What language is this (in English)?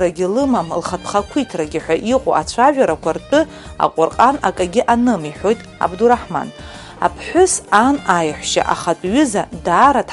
Abkhazian